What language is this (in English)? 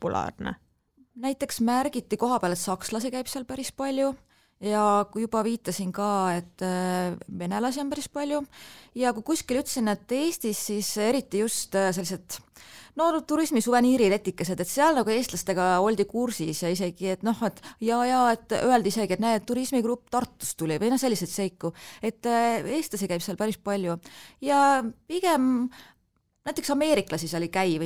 Estonian